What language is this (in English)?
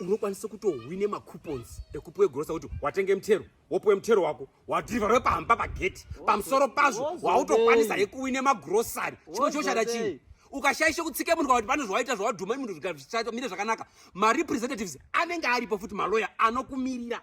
Shona